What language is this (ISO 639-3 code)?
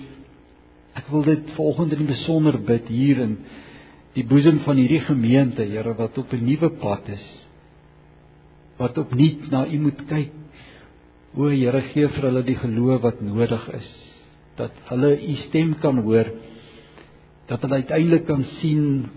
afr